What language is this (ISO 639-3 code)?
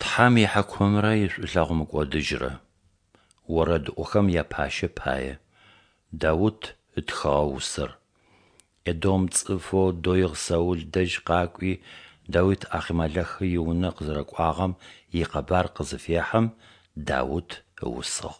ady